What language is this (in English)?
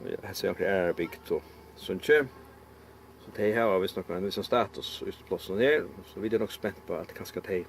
Faroese